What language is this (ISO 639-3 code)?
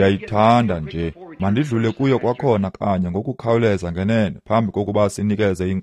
xho